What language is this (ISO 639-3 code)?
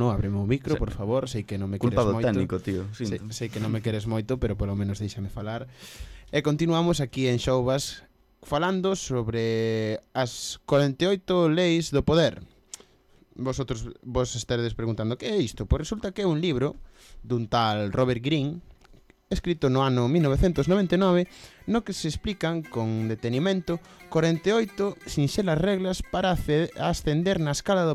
glg